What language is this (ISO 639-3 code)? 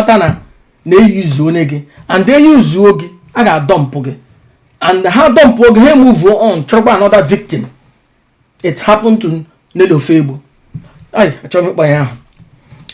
ibo